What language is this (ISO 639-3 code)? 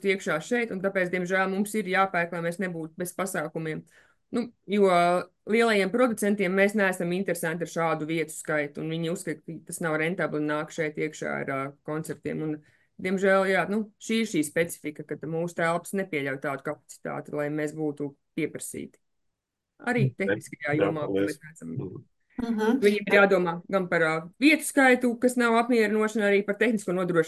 lav